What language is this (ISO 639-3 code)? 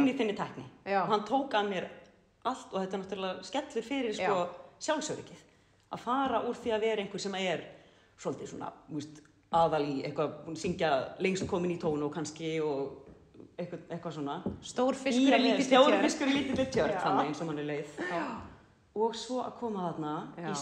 isl